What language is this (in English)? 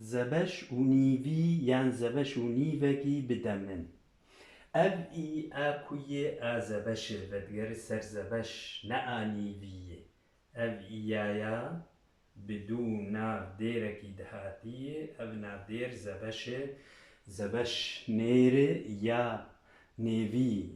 Kurdish